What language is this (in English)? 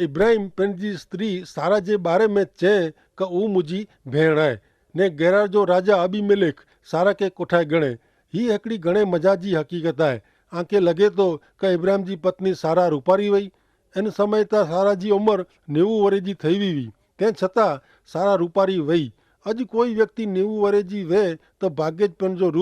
Kachhi